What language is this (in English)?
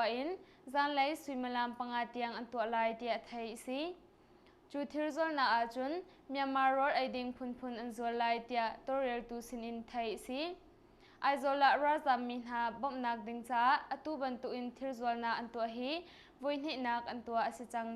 Hakha Chin